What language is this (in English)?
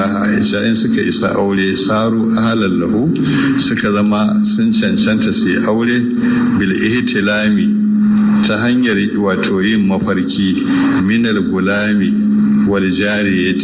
Hausa